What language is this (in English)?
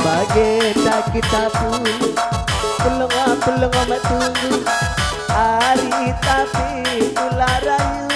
Batak Karo